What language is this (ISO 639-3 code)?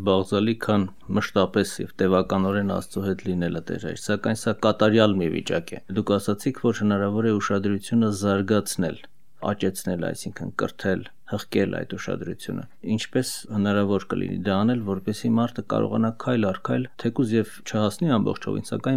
hye